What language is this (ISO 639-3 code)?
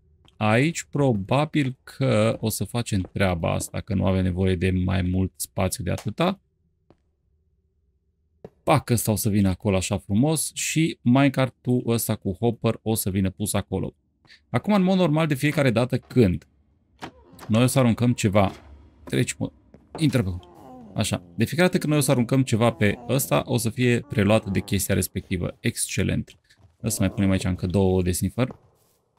ron